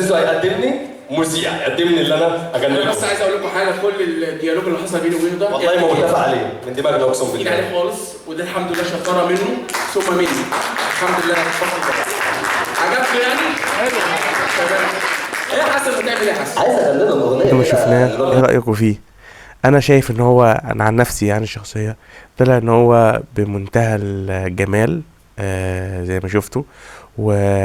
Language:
Egyptian Arabic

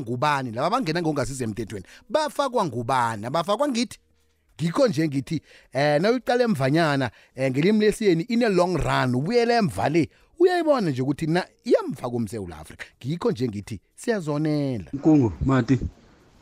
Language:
South Ndebele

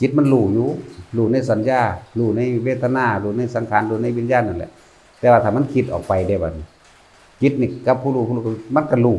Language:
Northeastern Thai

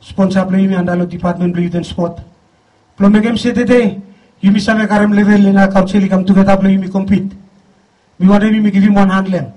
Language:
Bislama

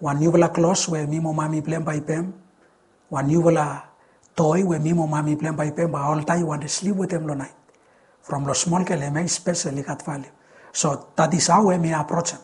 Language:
Bislama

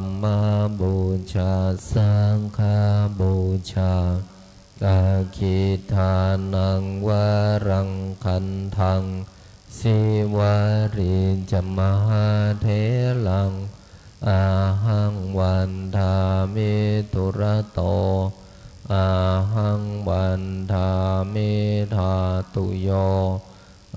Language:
Pali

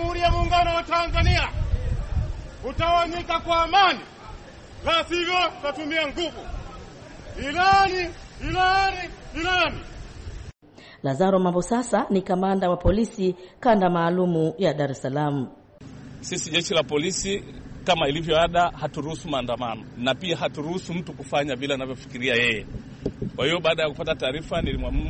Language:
Swahili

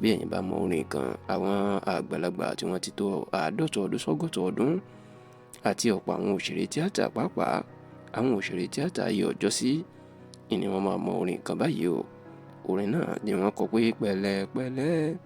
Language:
Yoruba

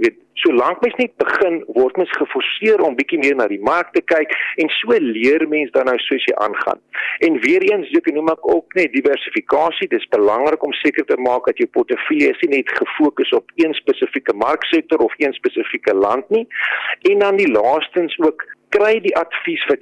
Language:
Afrikaans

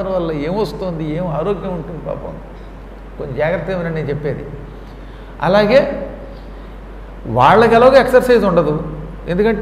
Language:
Telugu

